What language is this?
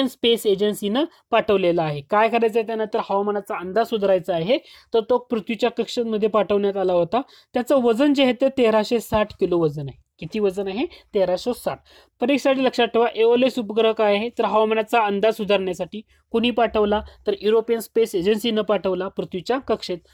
Marathi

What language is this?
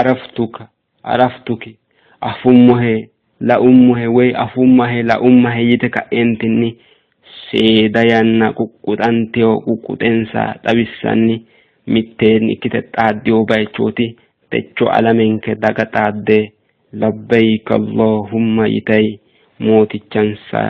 Sidamo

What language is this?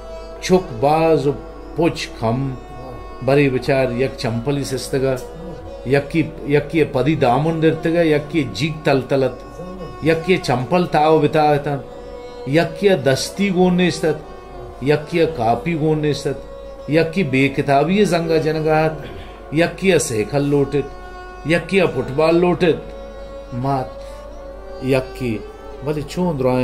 Baluchi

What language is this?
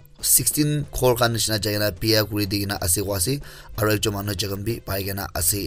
Naga Pidgin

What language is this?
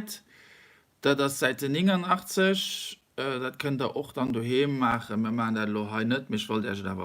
Luxembourgish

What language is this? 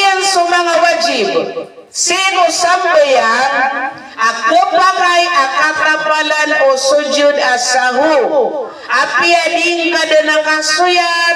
Maranao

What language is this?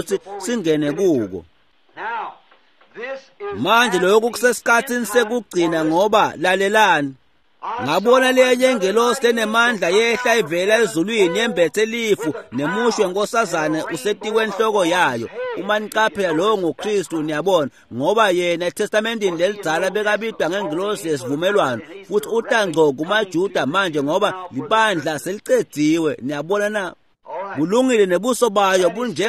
Swati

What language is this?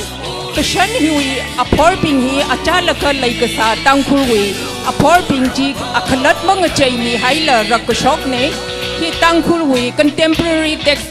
Tangkhul Naga (India)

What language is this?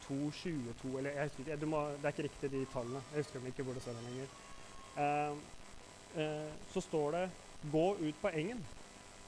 Norwegian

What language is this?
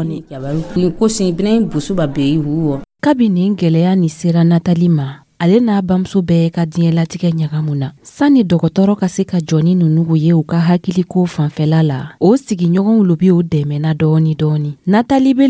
Dyula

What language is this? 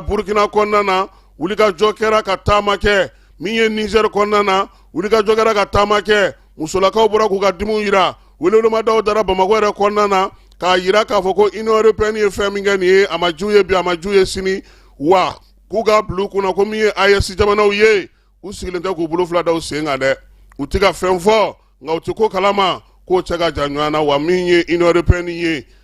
Bambara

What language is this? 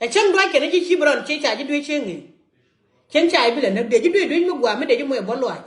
Nuer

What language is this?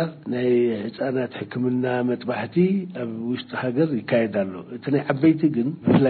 Tigrinya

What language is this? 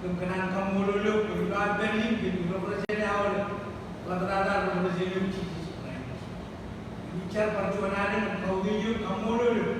Marshallese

